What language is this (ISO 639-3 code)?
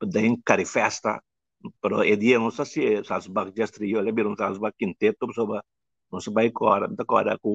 pap